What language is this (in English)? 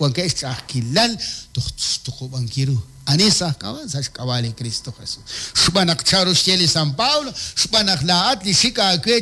Kekchí